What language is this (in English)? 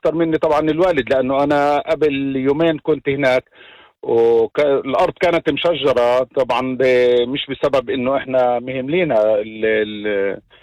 North Levantine Arabic